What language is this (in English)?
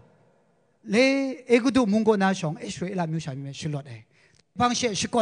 Kachin